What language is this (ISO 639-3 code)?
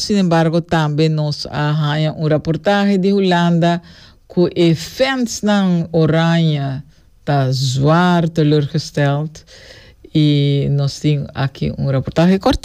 pap